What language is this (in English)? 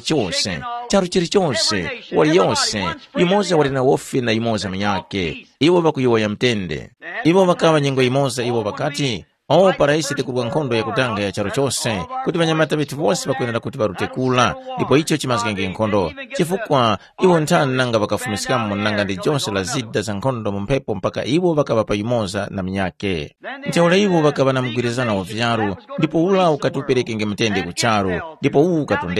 Tumbuka